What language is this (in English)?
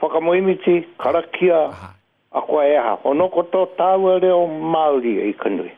Māori